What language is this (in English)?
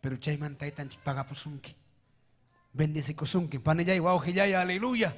Ayacucho Quechua